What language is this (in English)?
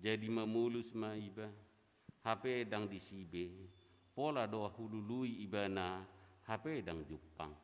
Batak Toba